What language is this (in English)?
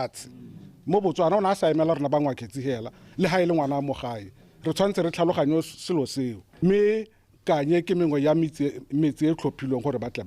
Tswana